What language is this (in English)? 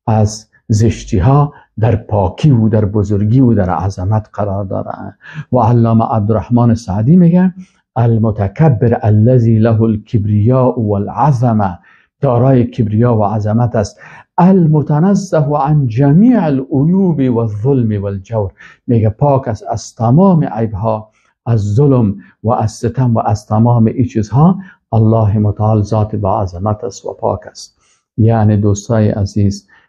Persian